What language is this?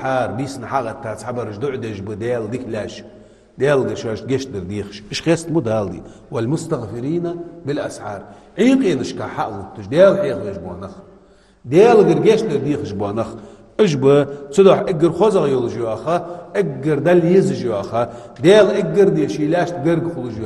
Ingush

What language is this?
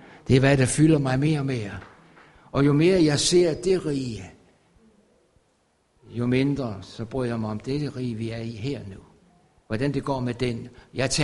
Danish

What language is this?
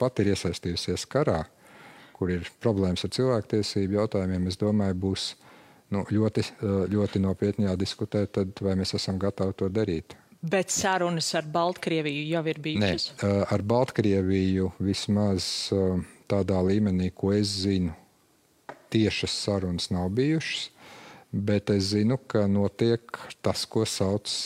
Latvian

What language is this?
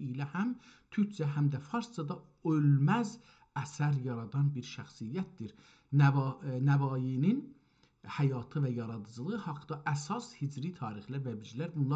South Azerbaijani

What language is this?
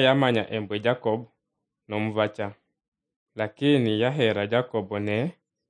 Luyia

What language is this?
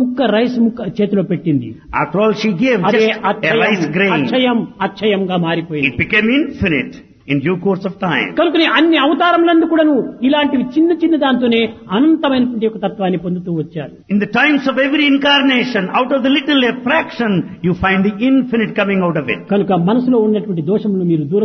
Telugu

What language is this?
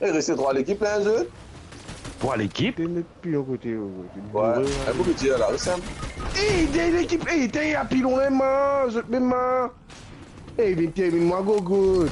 Morisyen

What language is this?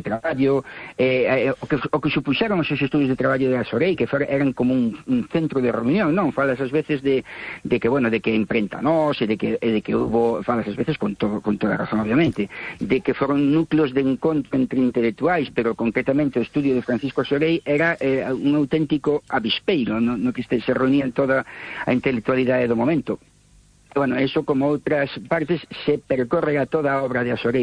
Galician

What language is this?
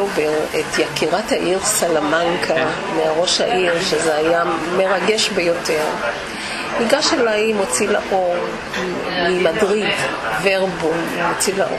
Hebrew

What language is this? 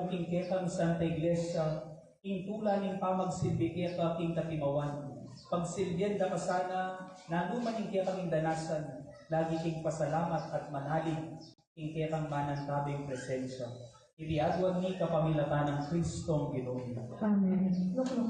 Pampanga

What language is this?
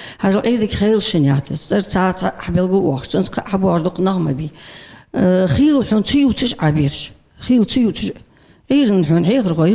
Ingush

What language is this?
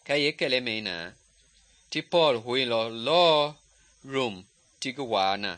Mende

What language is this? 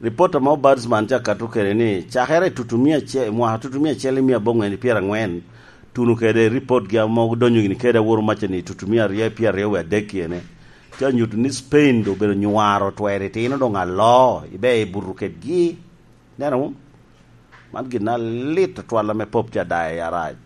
Lango (Uganda)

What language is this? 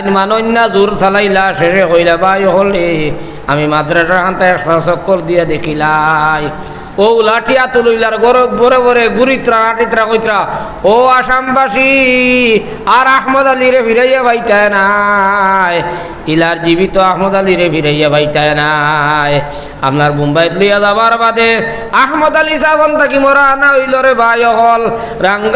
Sylheti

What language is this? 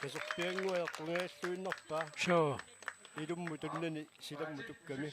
Kalaallisut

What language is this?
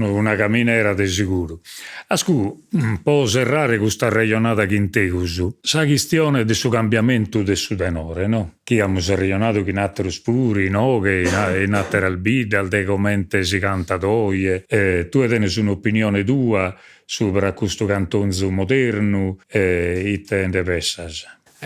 Sardinian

